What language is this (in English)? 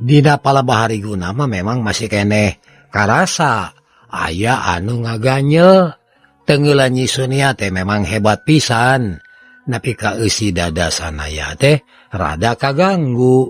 Sundanese